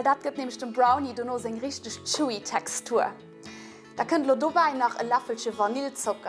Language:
Luxembourgish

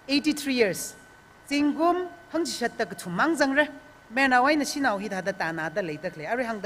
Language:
Tangkhul Naga (India)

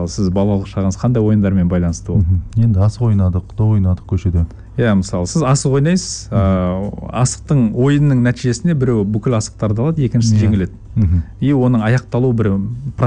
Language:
Kazakh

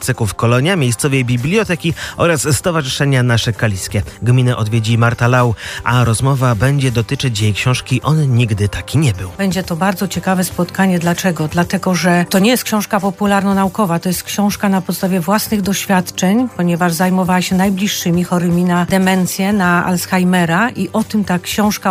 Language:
Polish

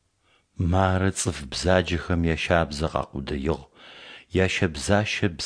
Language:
Adyghe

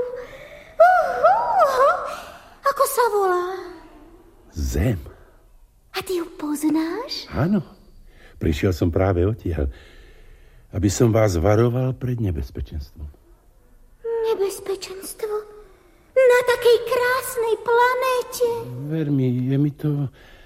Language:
Slovak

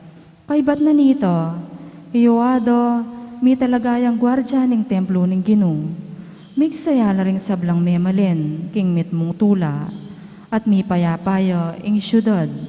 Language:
Pampanga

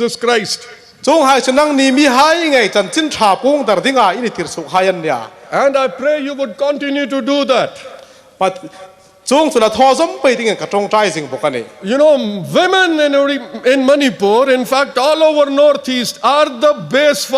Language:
Hmar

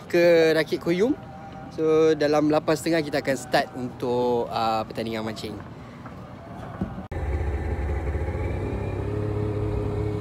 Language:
Malay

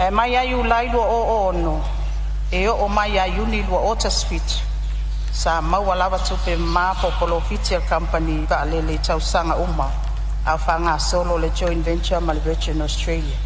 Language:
Samoan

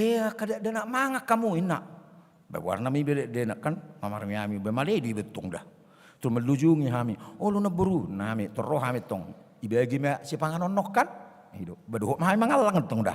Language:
Batak Toba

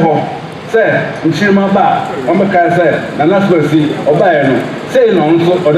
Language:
Akan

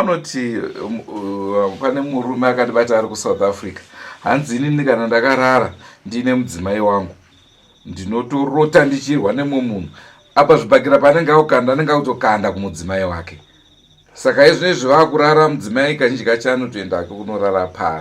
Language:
Shona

